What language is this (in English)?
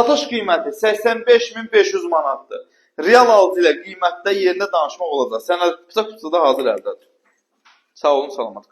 Azerbaijani